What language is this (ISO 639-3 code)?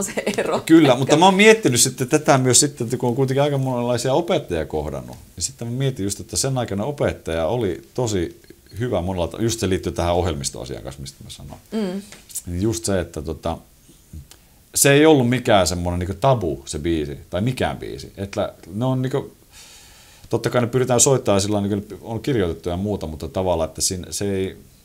fin